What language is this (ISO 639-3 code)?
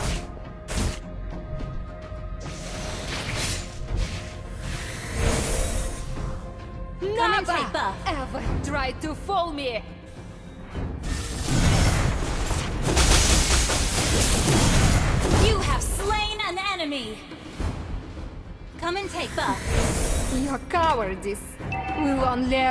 eng